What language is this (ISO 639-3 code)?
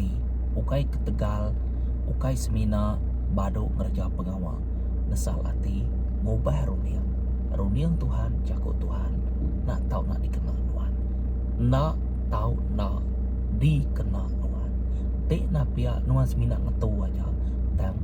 iba